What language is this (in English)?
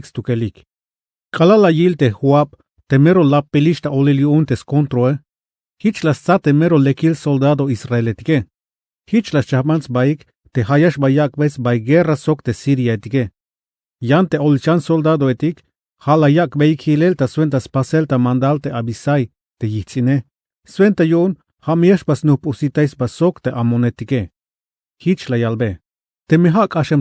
Tzeltal